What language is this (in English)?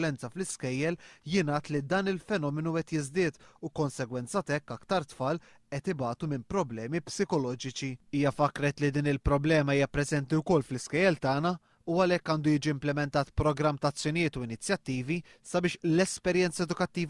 Maltese